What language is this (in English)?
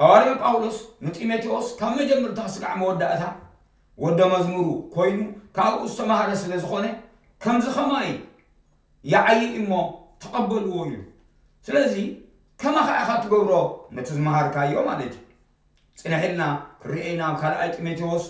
Tigrinya